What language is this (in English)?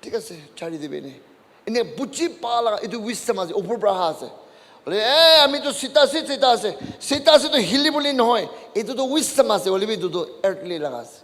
Naga Pidgin